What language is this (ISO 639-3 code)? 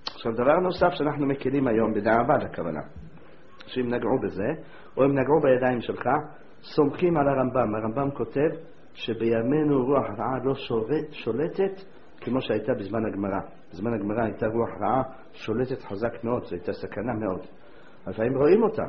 heb